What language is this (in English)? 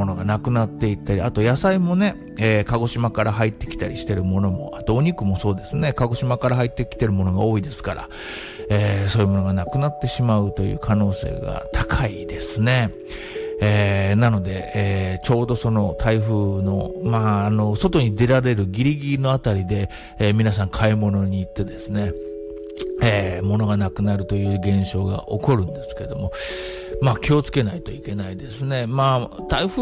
Japanese